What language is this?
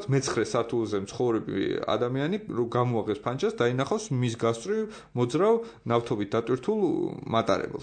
Georgian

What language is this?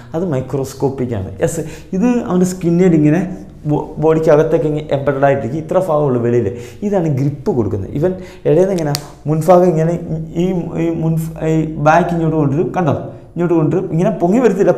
Malayalam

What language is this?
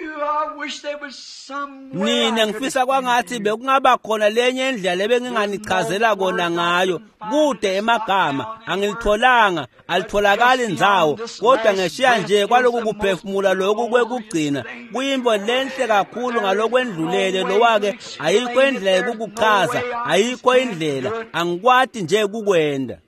Swati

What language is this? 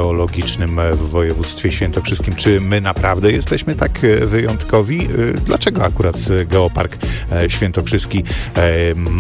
Polish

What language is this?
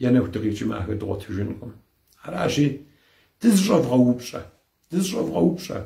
Kabardian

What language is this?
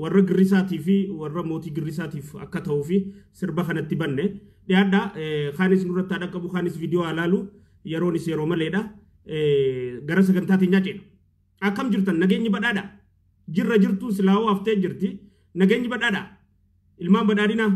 Oromo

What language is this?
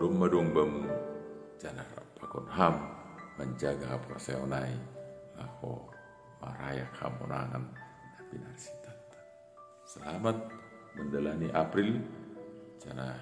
Batak Simalungun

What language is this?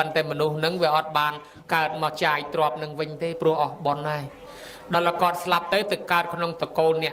Khmer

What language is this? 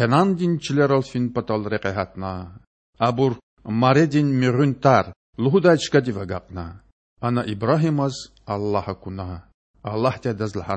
Lezghian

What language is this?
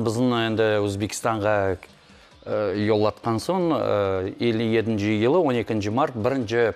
Crimean Tatar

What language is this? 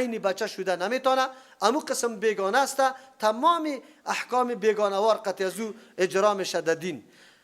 Persian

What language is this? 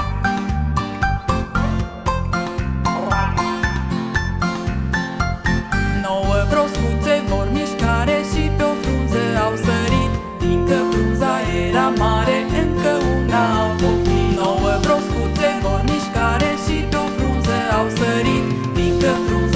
Romanian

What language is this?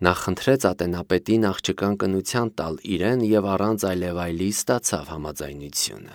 Armenian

